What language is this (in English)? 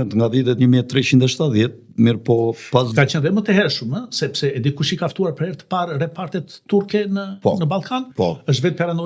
Albanian